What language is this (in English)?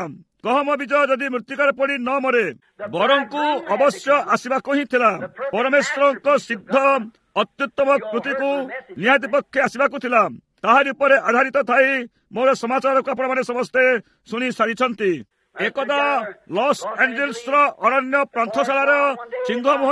Odia